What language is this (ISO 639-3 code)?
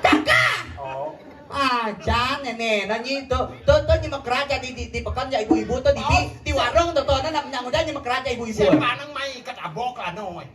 ban